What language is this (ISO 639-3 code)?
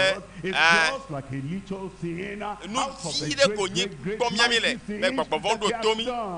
ewe